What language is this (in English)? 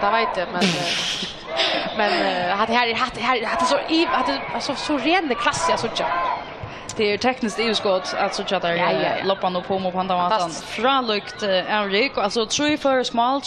Faroese